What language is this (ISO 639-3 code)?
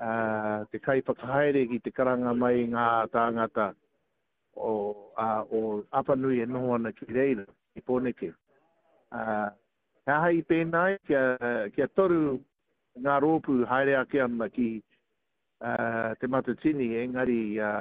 mri